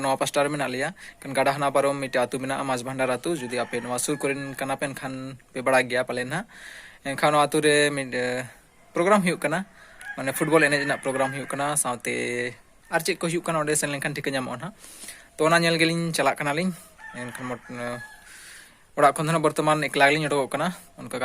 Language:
Santali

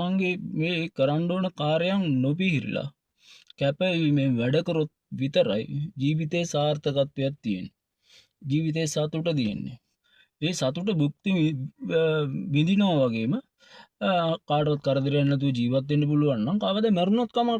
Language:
Sinhala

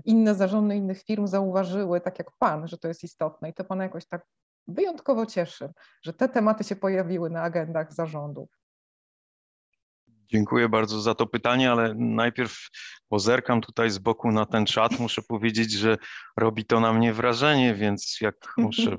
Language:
Polish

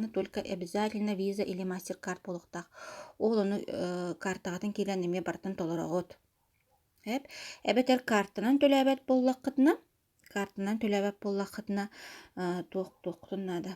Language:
Yakut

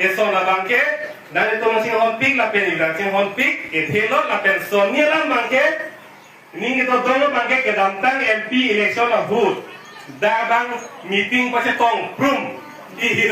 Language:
Karbi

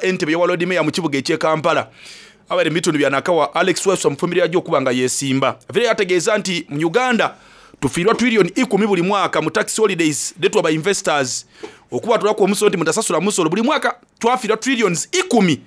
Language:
Soga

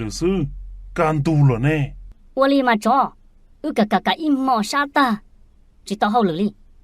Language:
Hmong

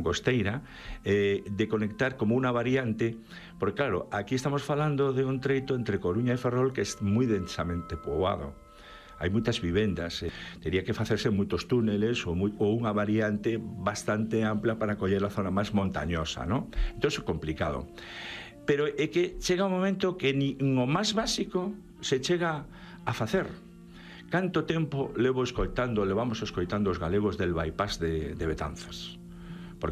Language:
Galician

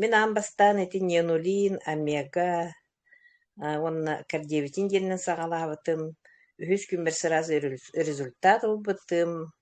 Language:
Yakut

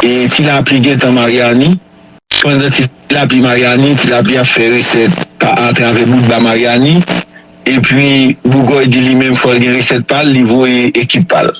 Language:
Haitian Creole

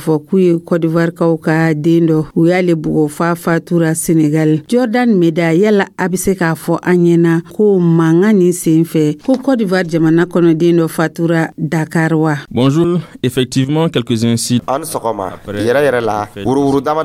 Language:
Dyula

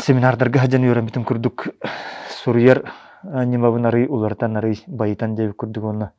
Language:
Yakut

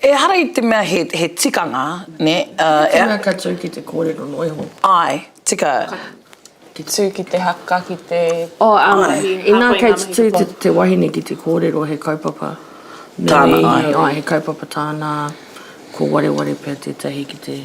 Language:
Māori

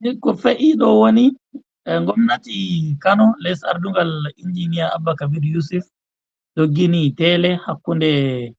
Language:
Fula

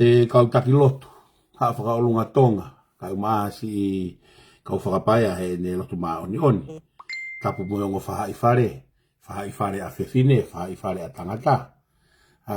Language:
Tongan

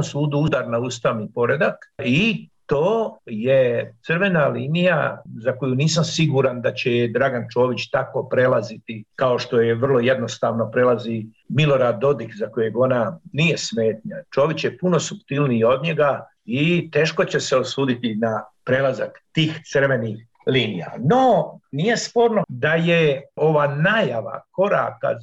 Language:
Bosnian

